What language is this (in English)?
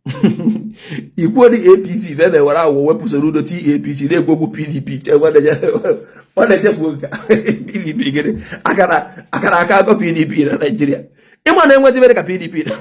Igbo